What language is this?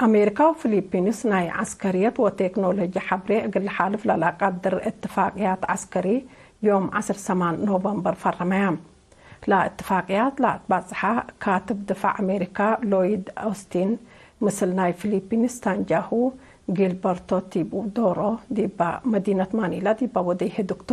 Tigre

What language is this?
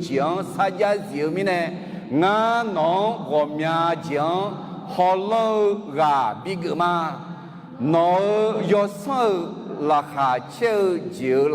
Akha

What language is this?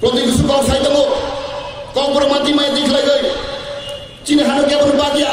Kok Borok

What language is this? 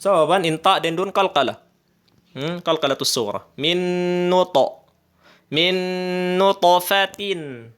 Tausug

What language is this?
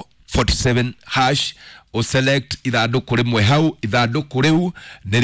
Kikuyu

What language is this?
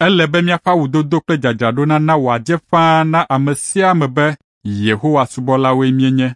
Ewe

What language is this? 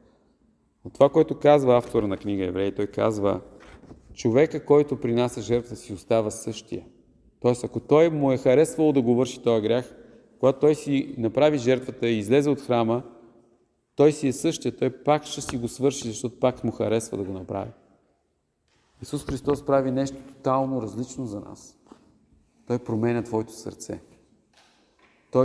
Bulgarian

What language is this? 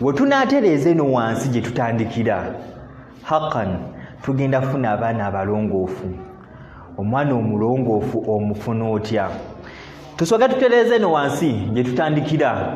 Ganda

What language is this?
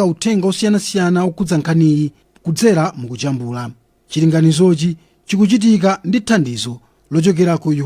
Nyanja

